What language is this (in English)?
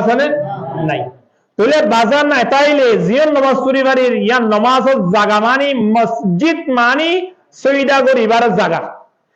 Rohingya